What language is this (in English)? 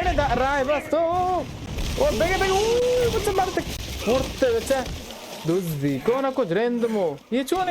Baluchi